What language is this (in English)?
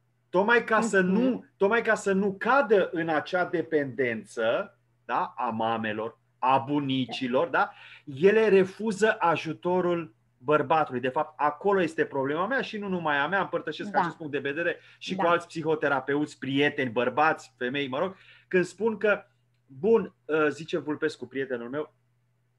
Romanian